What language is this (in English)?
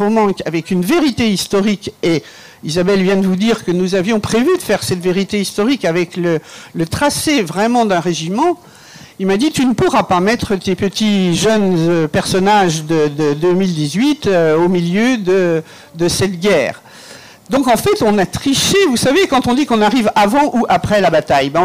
French